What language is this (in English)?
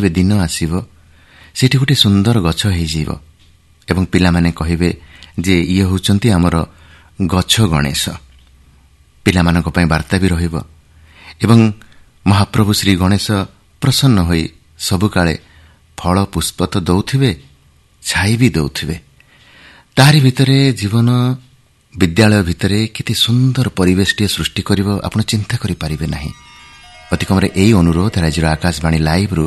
Odia